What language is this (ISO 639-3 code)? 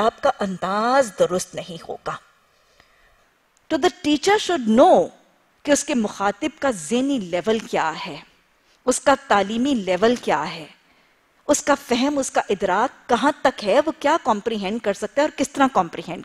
urd